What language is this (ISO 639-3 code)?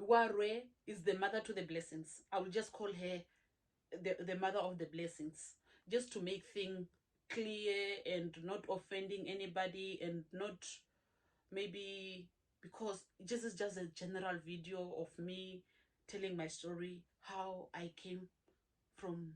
her